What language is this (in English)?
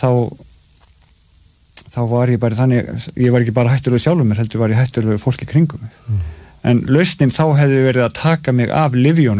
Icelandic